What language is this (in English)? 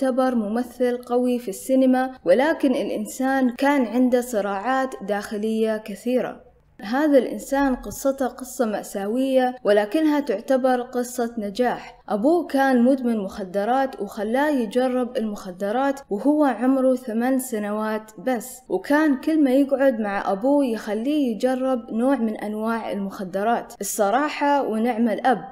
Arabic